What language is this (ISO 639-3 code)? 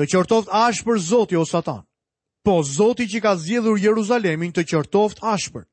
sqi